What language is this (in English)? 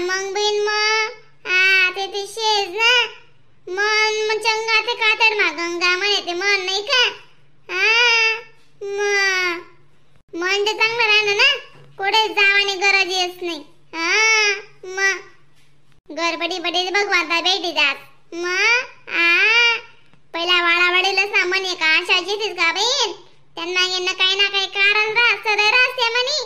Khandesi